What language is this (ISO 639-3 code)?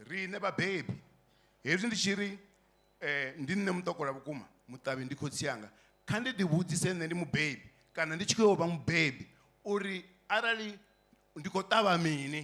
ven